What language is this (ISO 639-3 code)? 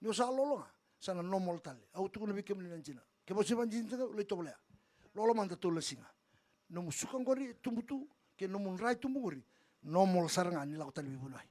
fij